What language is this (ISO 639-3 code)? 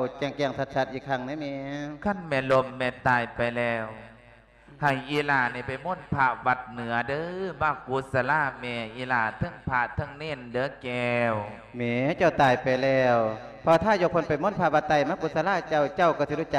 lao